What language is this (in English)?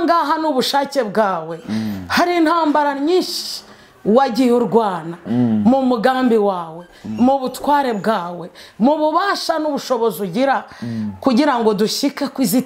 Kinyarwanda